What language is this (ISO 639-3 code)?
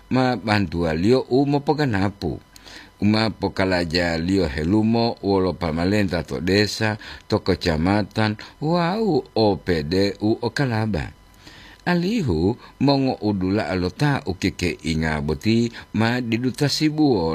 gor